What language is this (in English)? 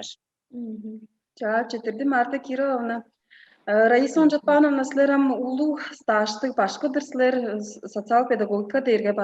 Tuvinian